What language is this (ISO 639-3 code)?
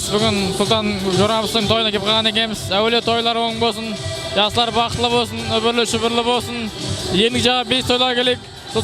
kaa